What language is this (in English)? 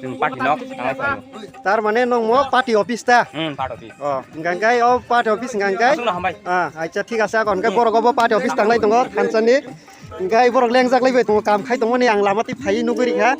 Kok Borok